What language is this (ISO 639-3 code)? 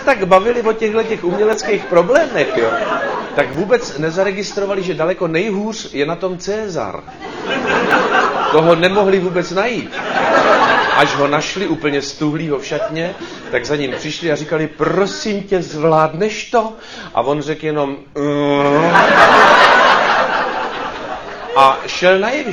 ces